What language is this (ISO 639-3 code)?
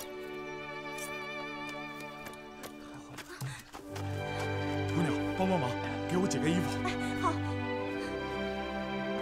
zho